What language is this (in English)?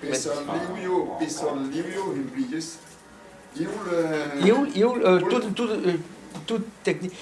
Breton